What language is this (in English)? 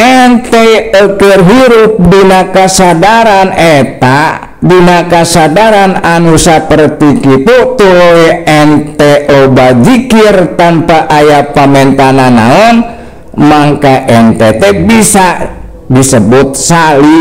Sundanese